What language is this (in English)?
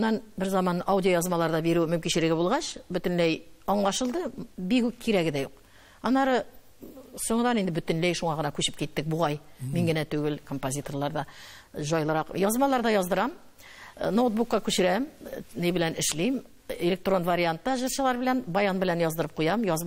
Tatar